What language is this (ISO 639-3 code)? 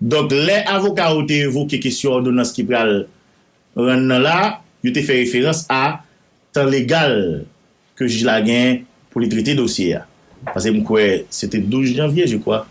hat